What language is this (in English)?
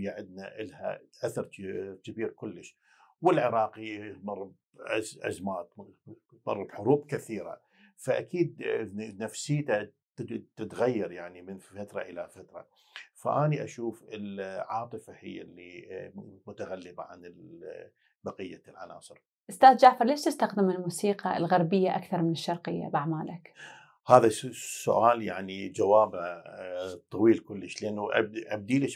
Mesopotamian Arabic